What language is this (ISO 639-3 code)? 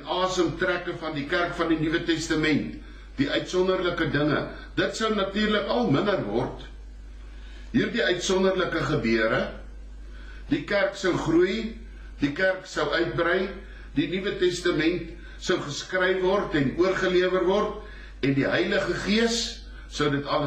afr